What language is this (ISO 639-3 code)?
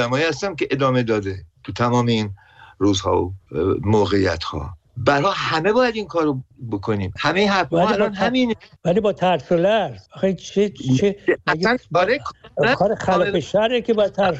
fas